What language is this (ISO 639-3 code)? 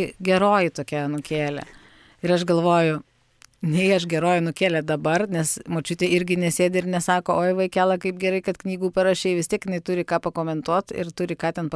lit